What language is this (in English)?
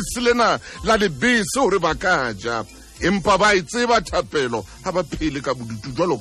Southern Sotho